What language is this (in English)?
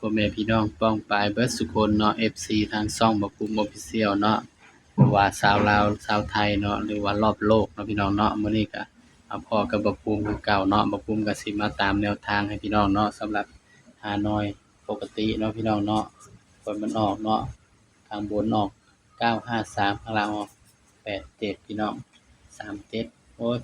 Northeastern Thai